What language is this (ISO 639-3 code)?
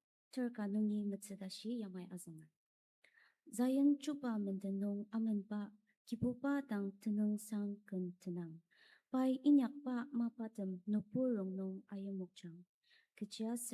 njo